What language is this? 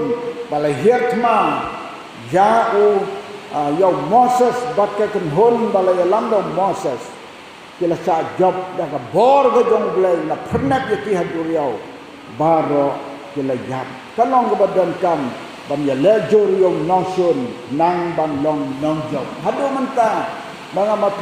Khasi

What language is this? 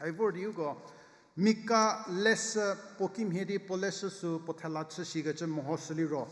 Angami Naga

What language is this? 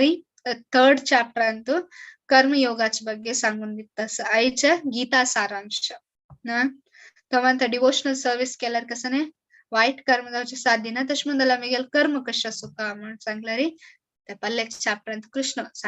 Konkani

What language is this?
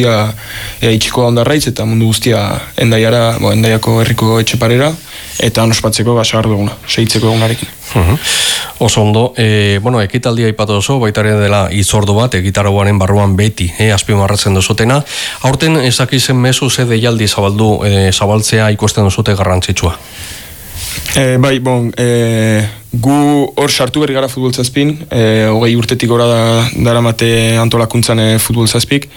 Basque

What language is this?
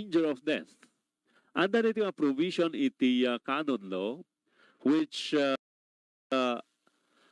Iloko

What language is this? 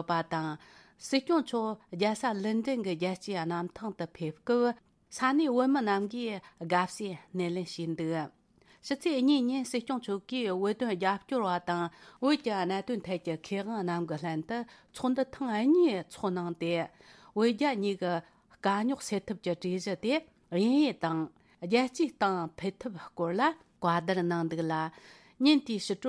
Tibetan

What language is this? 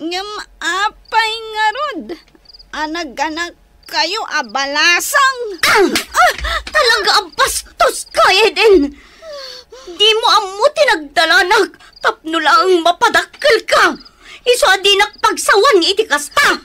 Iloko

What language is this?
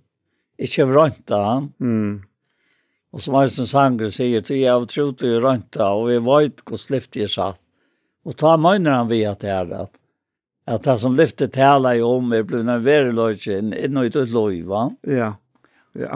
Faroese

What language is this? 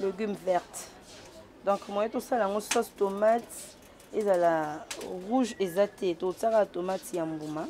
Lingala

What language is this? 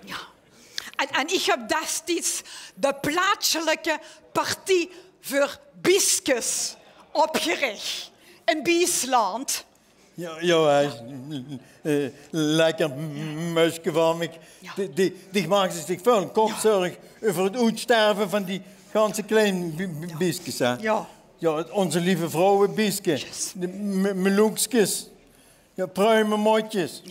Limburgish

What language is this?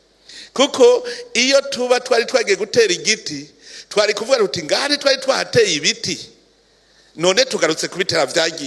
Rundi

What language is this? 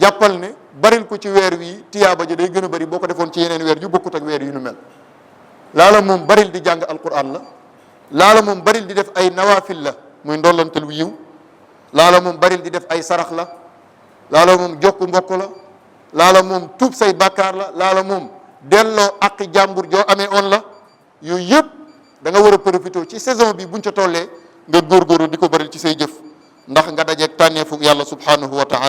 Wolof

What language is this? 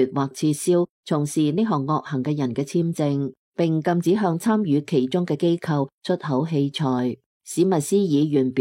Cantonese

